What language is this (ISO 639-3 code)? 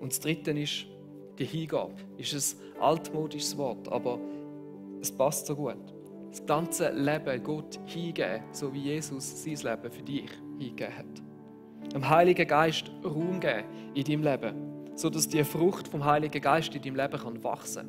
gsw